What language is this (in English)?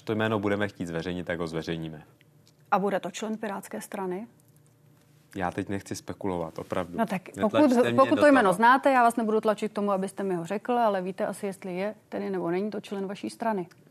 Czech